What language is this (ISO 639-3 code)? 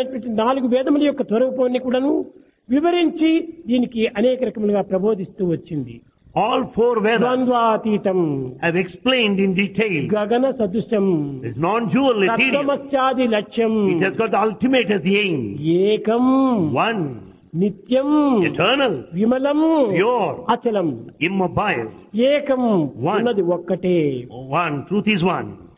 tel